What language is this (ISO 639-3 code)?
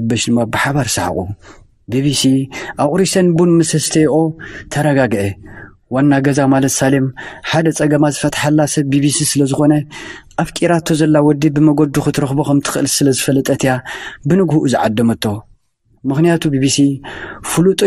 tir